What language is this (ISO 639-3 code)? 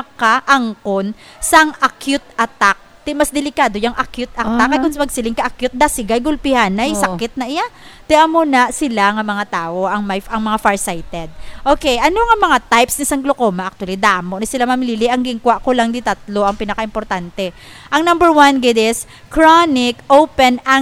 hil